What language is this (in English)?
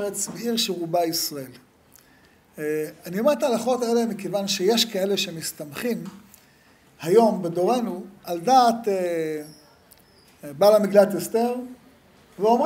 Hebrew